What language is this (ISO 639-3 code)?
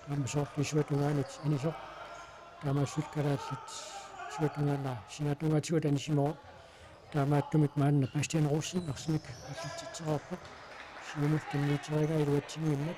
kal